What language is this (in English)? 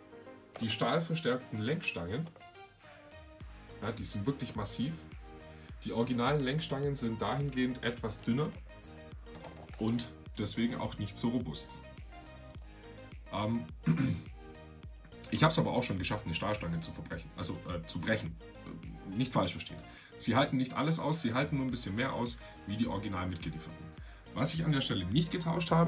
German